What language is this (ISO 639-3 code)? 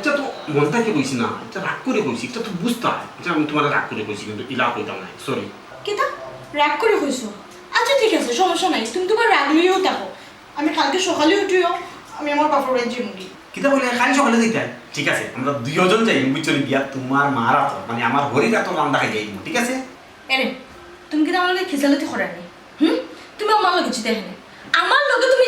syl